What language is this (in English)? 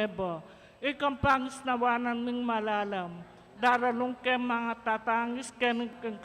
Pampanga